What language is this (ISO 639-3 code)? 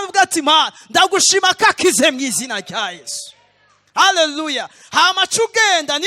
run